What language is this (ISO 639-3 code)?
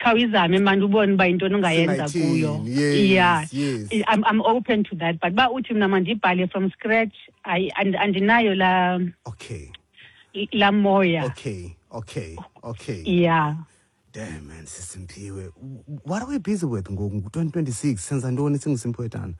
xho